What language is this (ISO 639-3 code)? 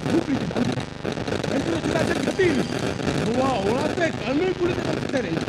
sat